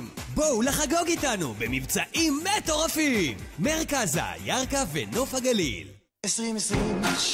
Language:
Hebrew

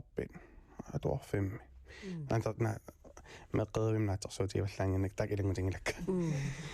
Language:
Kalaallisut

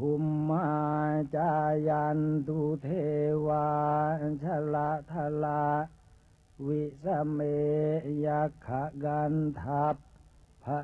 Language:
Pali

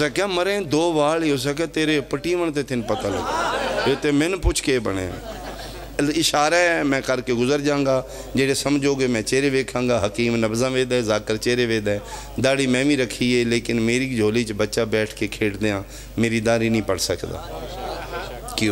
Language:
Pahari-Potwari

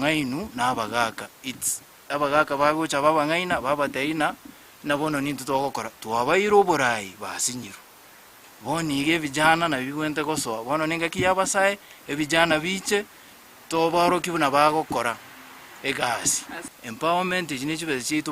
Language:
Gusii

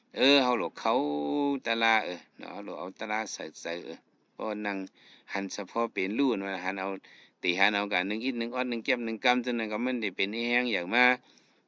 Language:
Shan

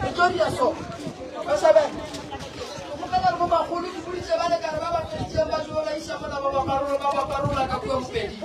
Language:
Northern Sotho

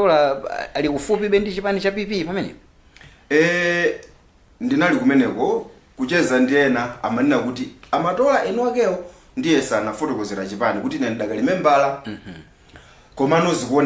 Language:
Nyanja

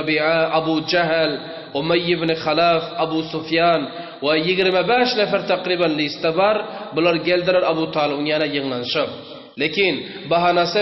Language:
Turkmen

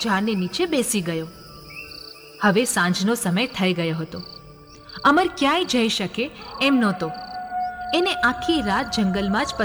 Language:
Gujarati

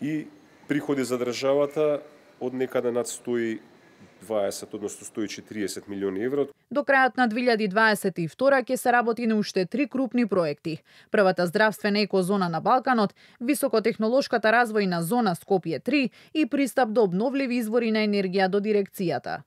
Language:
Macedonian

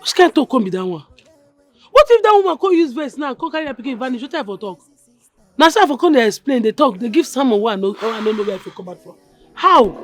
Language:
Nigerian Pidgin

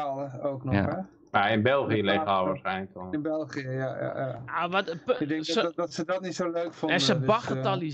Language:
Dutch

